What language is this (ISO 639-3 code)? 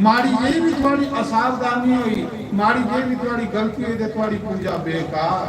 doi